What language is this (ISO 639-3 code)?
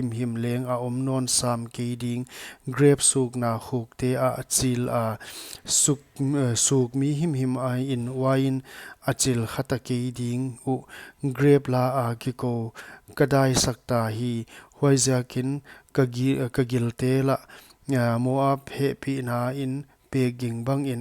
pck